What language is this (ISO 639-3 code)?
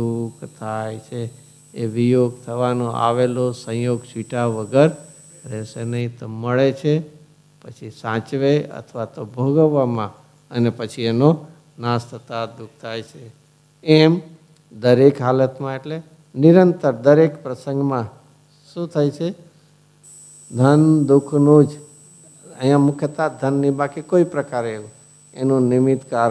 guj